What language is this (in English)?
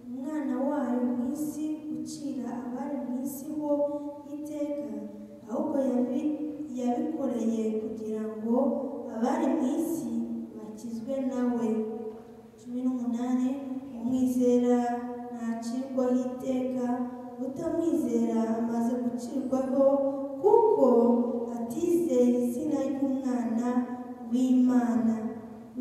Kinyarwanda